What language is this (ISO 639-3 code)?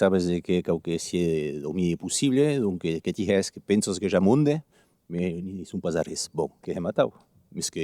oci